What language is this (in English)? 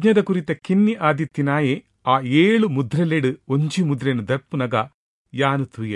Tulu